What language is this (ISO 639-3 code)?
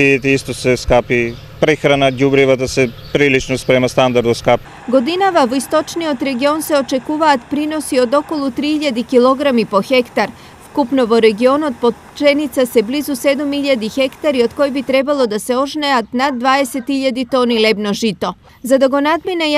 mkd